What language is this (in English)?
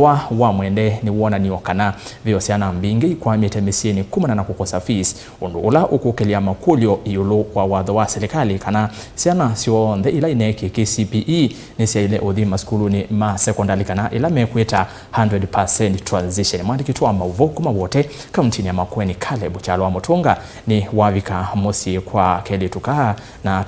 Kamba